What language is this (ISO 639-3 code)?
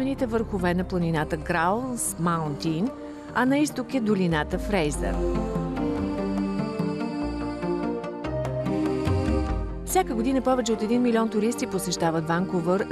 bul